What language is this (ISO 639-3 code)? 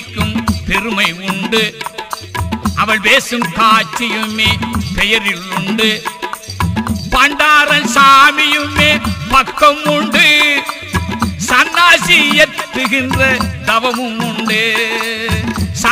tam